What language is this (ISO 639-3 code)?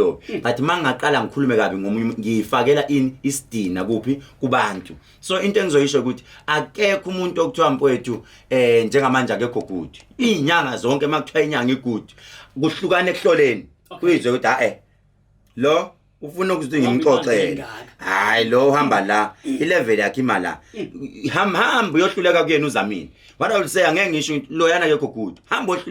zul